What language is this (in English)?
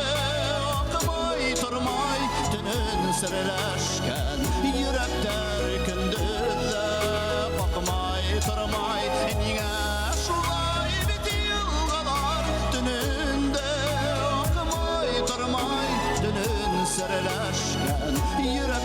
Bashkir